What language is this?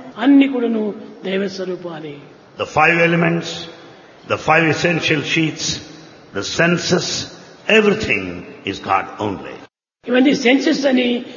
Telugu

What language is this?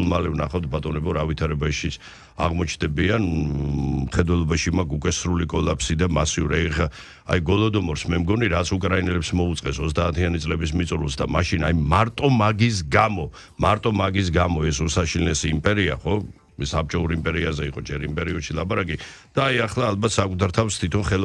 Georgian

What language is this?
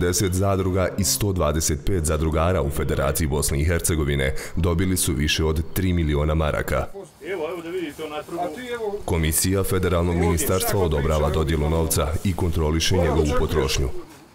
Bosnian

